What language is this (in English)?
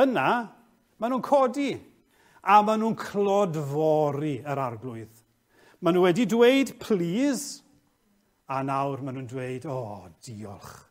Welsh